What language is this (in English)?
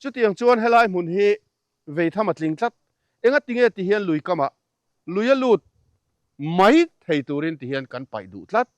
Mizo